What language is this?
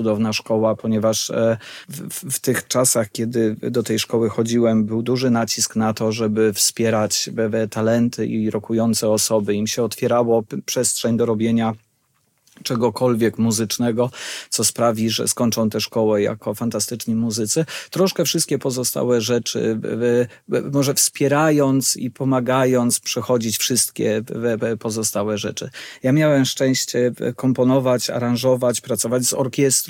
Polish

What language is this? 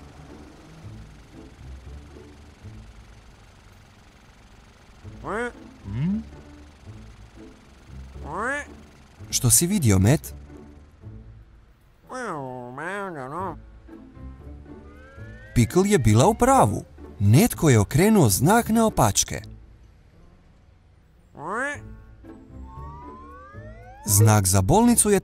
Croatian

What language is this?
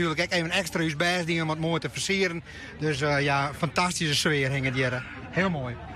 Western Frisian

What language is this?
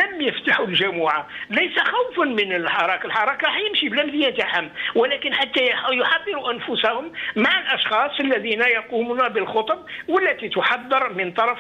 Arabic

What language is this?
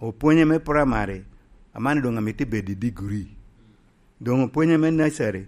Lango (Uganda)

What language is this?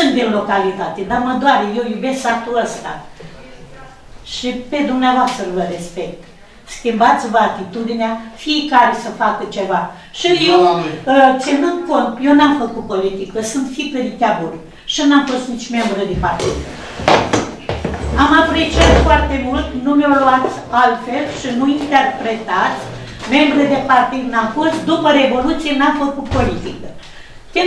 Romanian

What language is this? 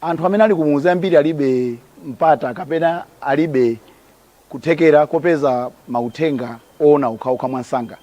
Nyanja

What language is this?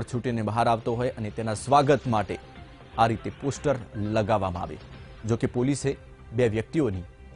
Gujarati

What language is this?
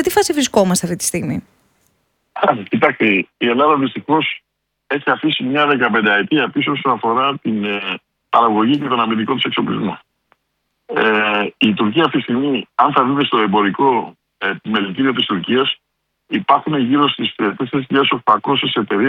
Greek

